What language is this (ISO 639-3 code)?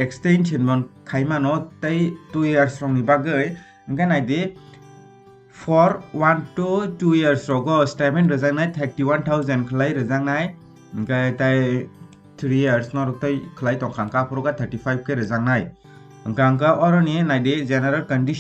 trp